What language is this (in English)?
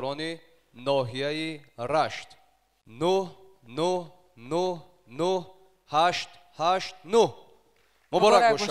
Persian